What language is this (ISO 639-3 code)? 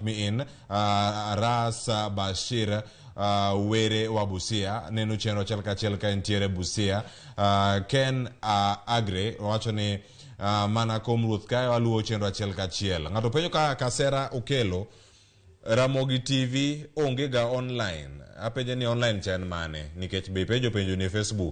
luo